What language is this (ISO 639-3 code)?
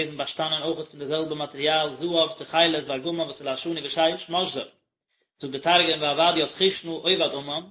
yid